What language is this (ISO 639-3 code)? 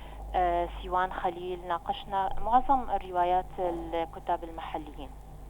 apc